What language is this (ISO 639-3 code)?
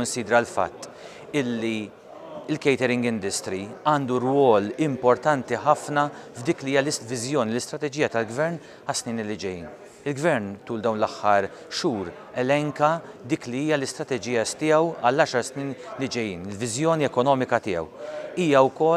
mlt